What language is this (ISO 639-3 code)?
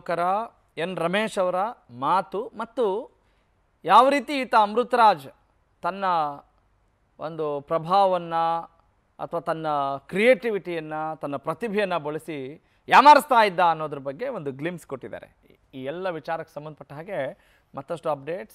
kan